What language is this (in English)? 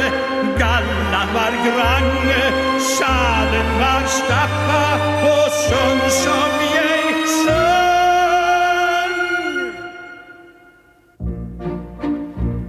Norwegian